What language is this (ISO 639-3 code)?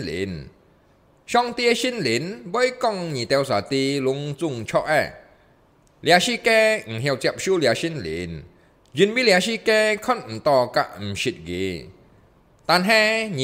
hak